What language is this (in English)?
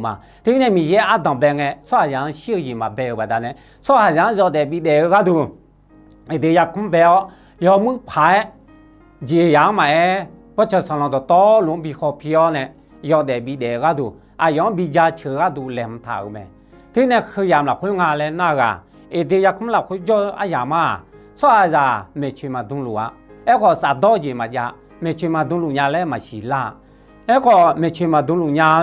Akha